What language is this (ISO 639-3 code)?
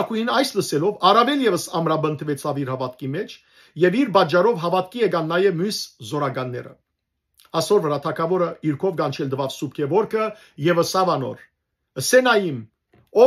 hyw